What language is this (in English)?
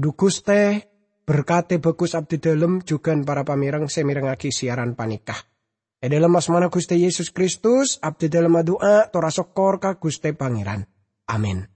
Madurese